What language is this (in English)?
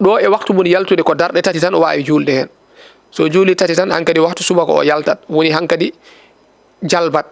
Fula